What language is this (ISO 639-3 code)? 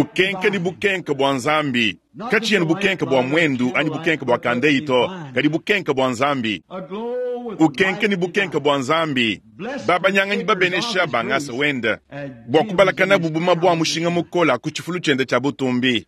lua